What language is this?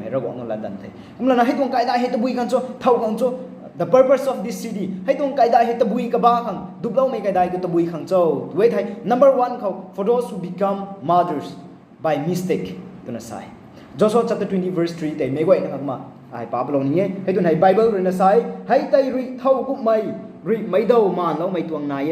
Rongmei Naga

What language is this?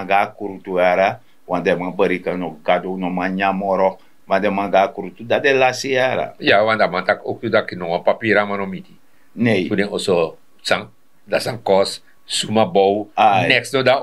Sranan Tongo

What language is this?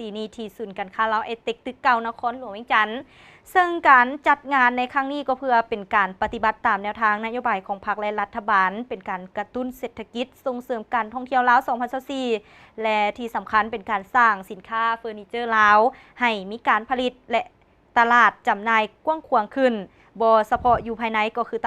Lao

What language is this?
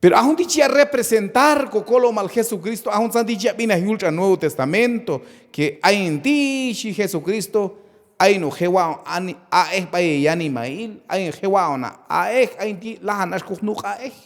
Q'anjob'al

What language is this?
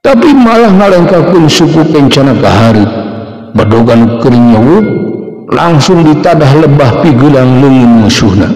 Sundanese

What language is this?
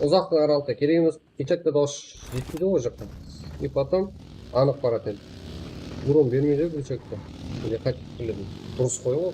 Kara-Kalpak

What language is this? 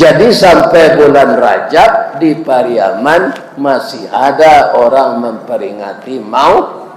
Minangkabau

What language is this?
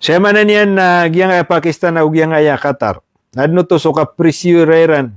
Maranao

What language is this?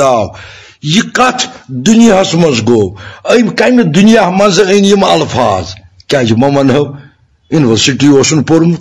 Kashmiri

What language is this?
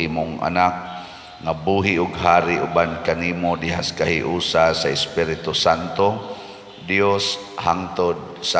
Cebuano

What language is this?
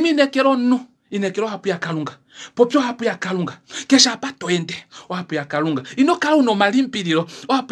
Kuanyama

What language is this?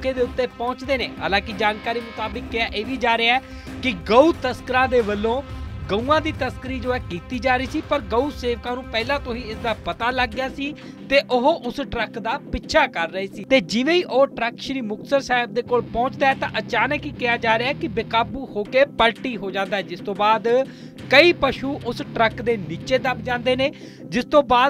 Punjabi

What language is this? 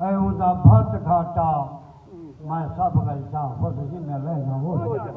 Saraiki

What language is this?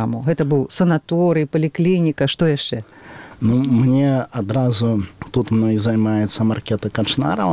Belarusian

